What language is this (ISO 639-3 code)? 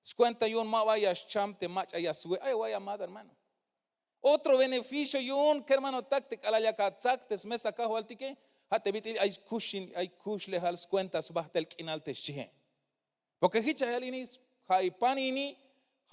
tzh